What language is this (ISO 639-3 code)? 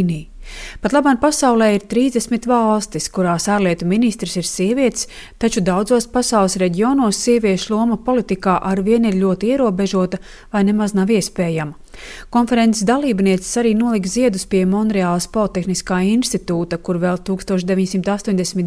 lav